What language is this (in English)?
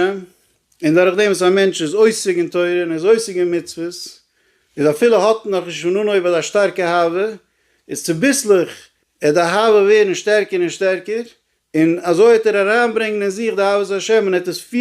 Yiddish